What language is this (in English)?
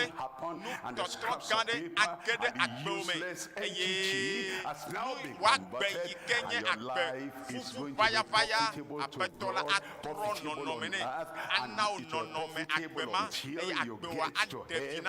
Ewe